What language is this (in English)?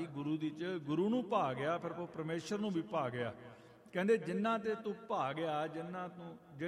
Punjabi